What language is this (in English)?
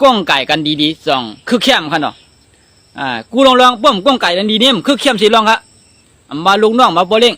Shan